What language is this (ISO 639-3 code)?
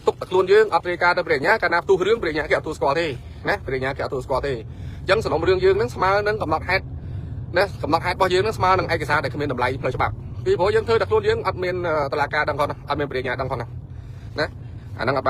khm